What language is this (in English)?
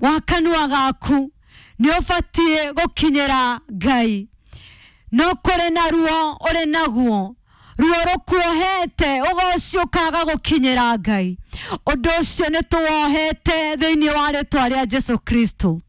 Kikuyu